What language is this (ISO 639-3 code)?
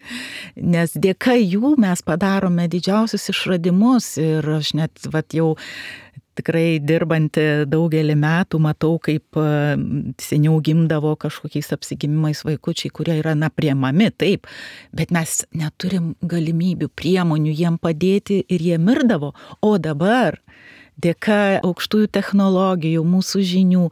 lit